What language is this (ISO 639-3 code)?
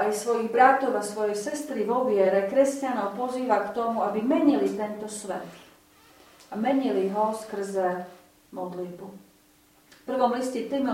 slk